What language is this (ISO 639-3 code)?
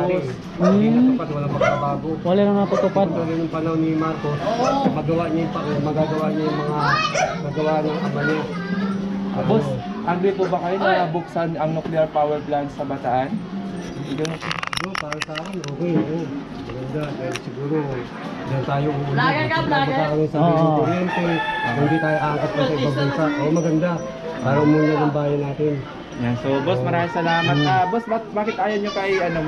fil